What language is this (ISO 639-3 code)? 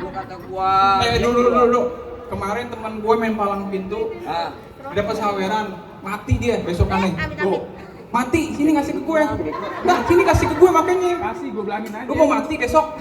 bew